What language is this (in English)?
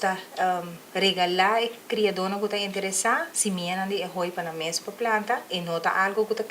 Papiamento